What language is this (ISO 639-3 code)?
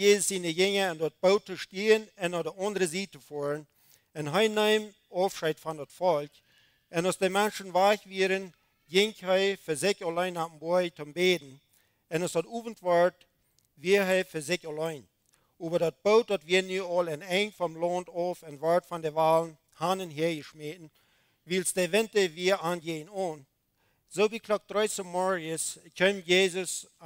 pdt